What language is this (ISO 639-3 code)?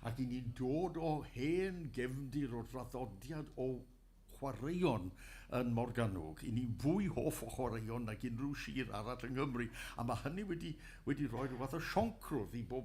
cym